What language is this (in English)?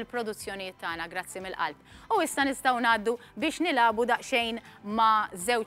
Maltese